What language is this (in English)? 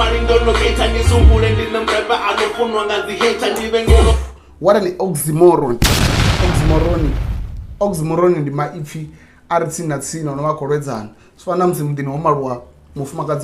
Venda